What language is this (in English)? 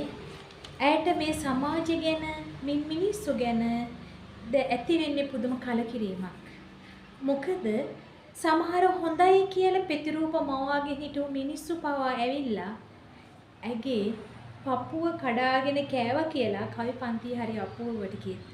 Sinhala